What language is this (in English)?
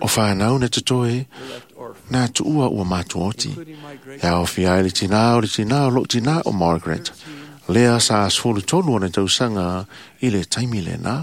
Samoan